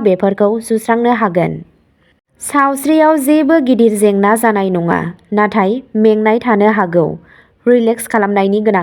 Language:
Bodo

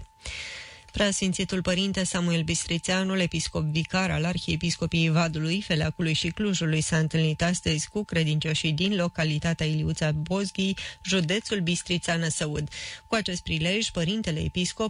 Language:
Romanian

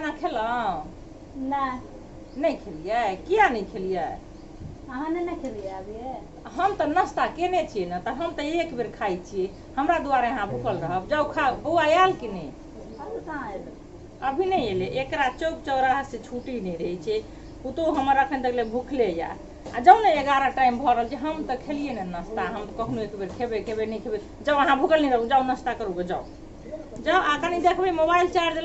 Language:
Maithili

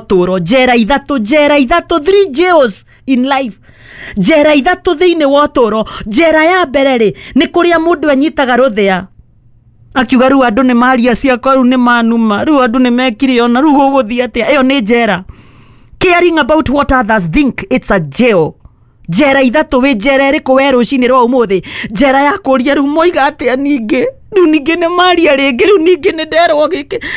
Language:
Kikuyu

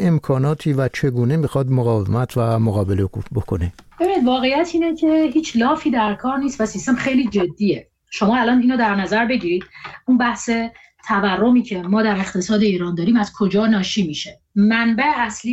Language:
Persian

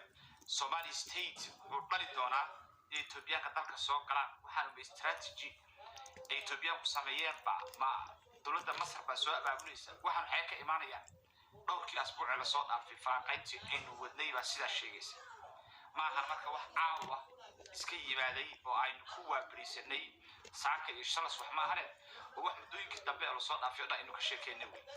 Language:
Somali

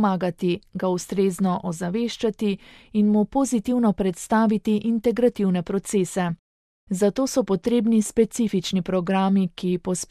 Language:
Slovenian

